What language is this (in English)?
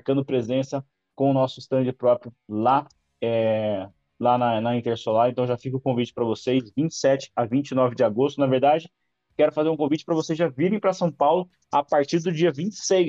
Portuguese